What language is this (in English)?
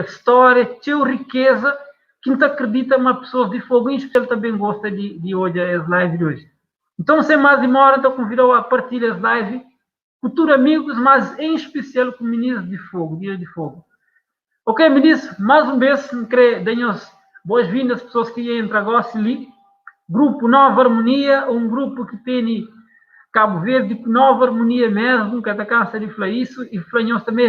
Kabuverdianu